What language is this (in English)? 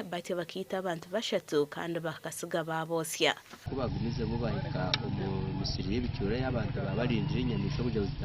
Nyankole